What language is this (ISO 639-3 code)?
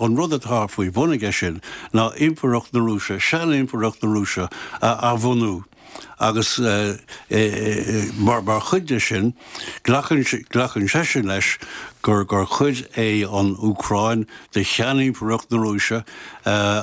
gle